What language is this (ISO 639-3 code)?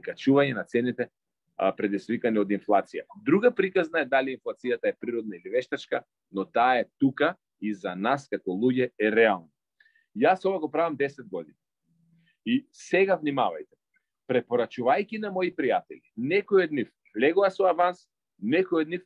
mkd